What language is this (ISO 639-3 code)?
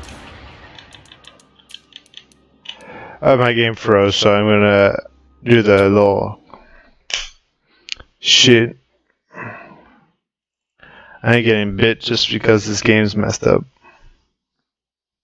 eng